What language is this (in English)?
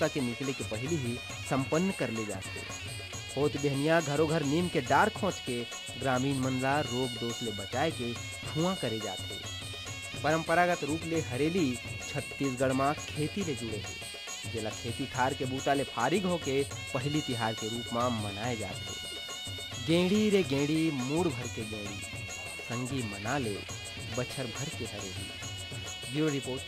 Chhattisgarhi